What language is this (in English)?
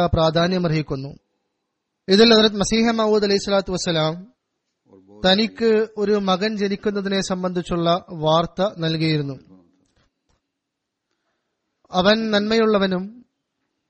Malayalam